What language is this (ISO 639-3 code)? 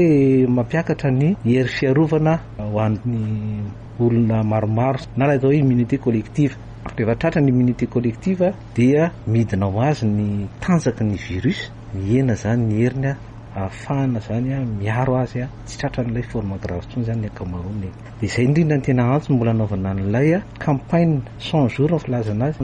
mlg